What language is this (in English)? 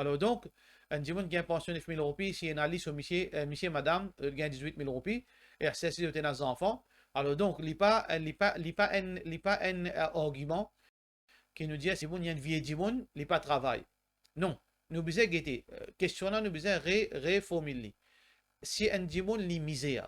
Morisyen